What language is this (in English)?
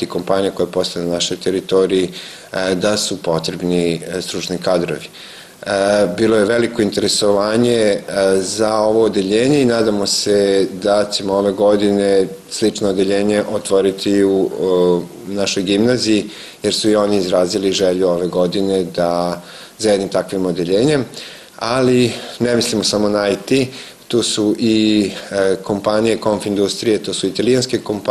Serbian